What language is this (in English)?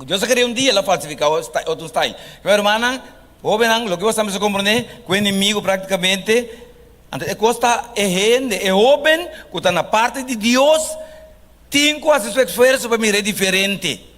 Papiamento